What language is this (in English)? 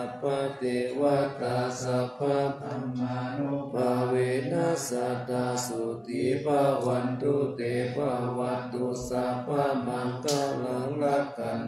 Pali